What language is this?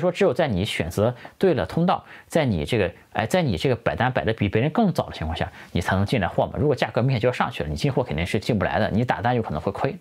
Chinese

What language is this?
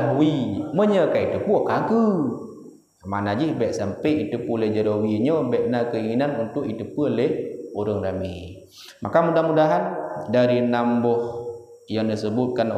Achinese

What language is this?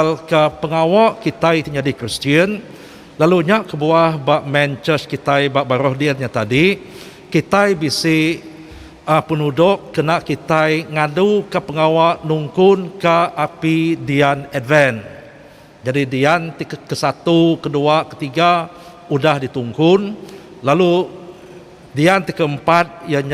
Iban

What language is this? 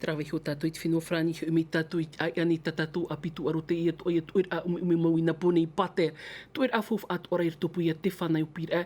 Tahitian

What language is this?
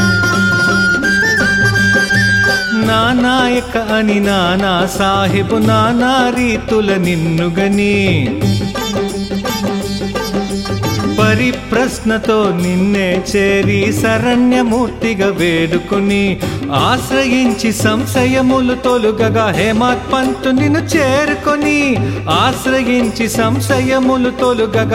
Telugu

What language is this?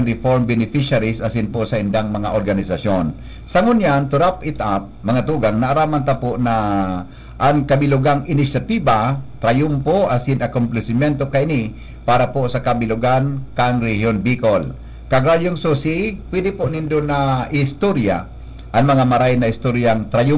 Bikol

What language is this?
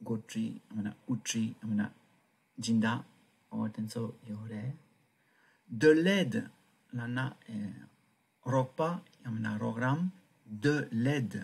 Tibetan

